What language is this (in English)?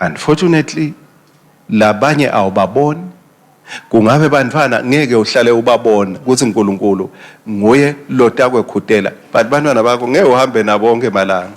Swati